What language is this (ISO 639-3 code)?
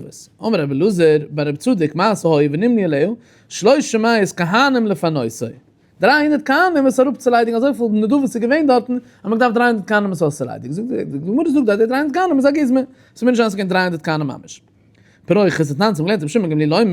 yid